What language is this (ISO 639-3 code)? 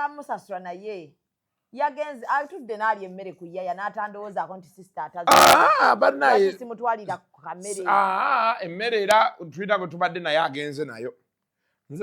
lug